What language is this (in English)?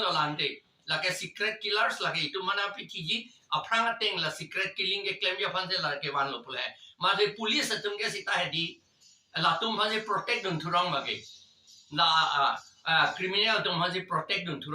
Karbi